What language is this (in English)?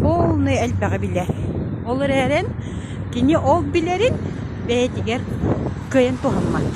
Yakut